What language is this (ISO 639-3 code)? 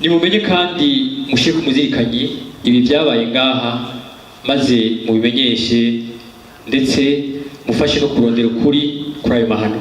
run